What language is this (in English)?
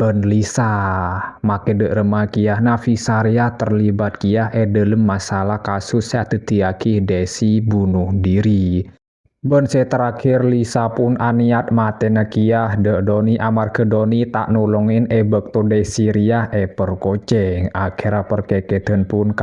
Madurese